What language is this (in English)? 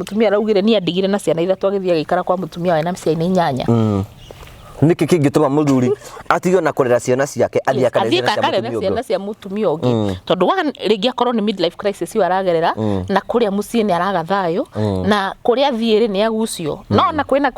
Kikuyu